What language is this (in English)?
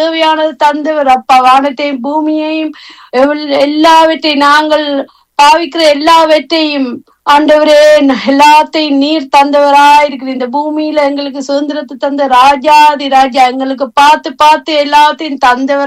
Tamil